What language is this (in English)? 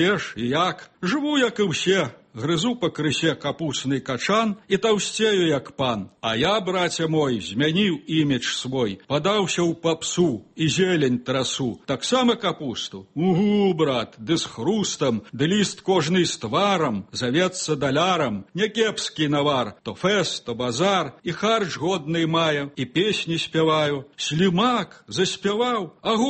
Belarusian